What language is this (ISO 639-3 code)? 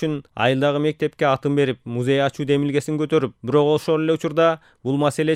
kir